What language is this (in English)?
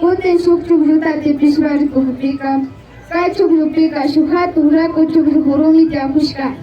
Imbabura Highland Quichua